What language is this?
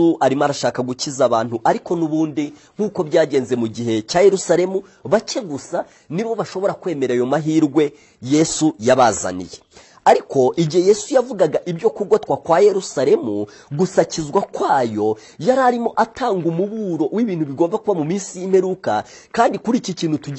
Kinyarwanda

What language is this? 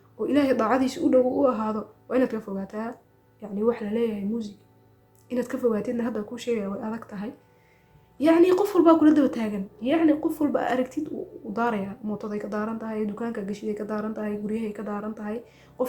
Somali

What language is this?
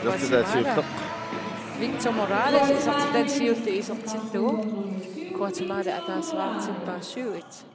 Kalaallisut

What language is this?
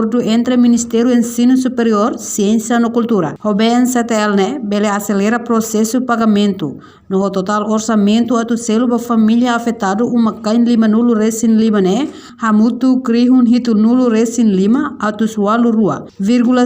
Tetum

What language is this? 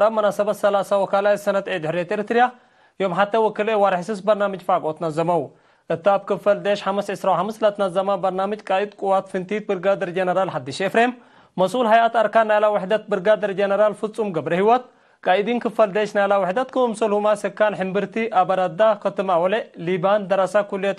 Tigre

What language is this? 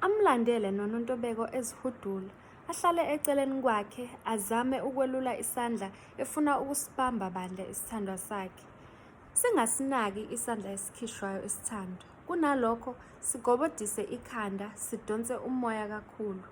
Zulu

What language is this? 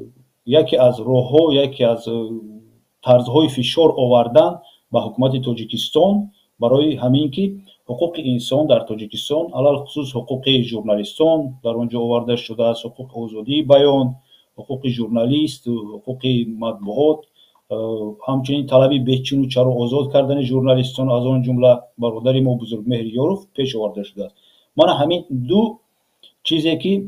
Tajik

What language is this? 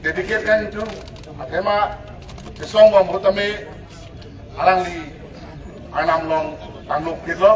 Karbi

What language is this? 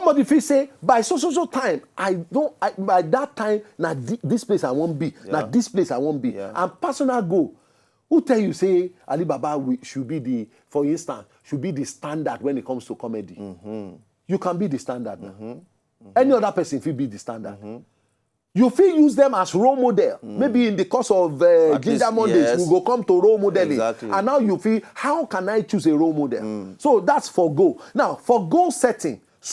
Nigerian Pidgin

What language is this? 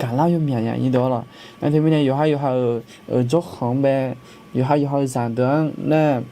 Akha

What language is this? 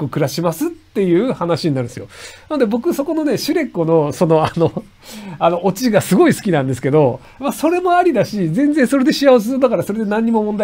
Japanese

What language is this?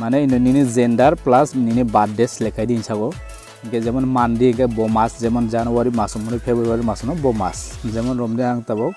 Kok Borok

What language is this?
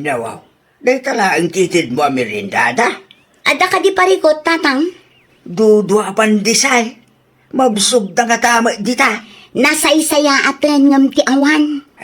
Iloko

